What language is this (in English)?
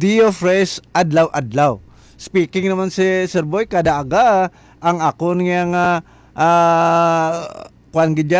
Hiligaynon